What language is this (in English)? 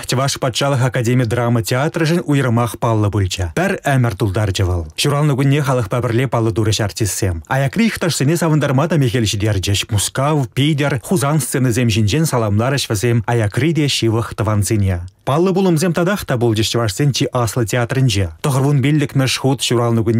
Chuvash